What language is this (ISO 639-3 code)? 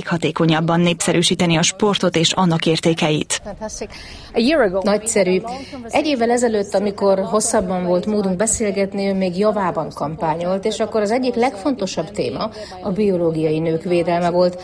hun